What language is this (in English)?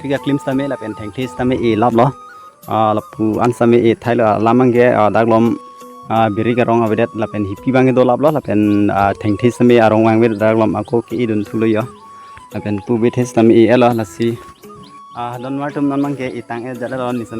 Karbi